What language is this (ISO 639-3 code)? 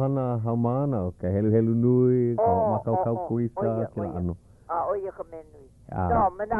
haw